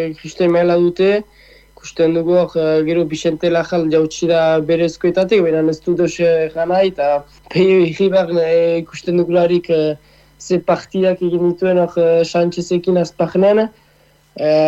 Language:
Basque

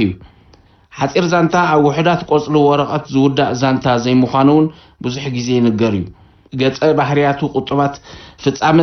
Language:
Tigrinya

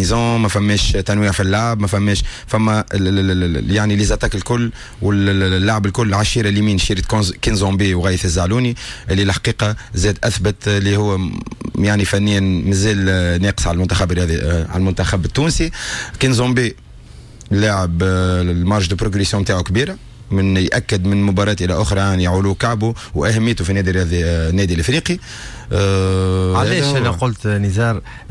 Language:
Tunisian Arabic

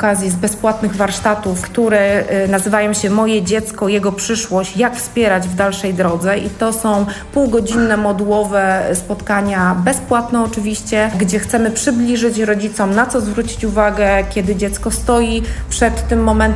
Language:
Polish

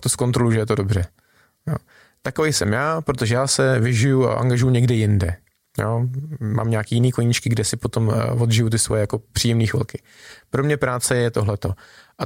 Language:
Czech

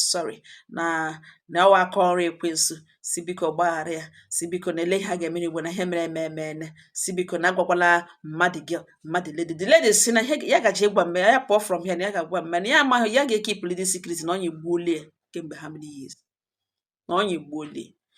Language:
Igbo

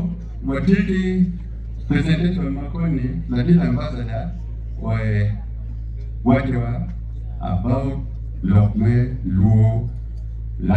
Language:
Acoli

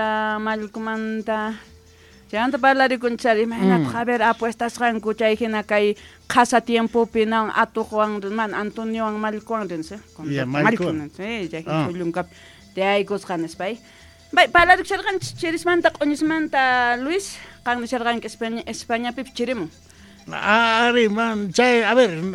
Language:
South Bolivian Quechua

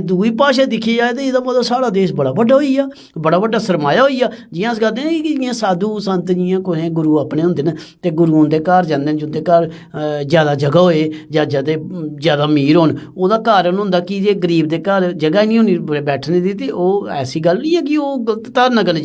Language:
Dogri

